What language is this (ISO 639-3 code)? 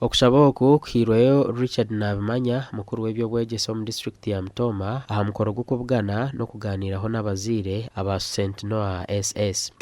nyn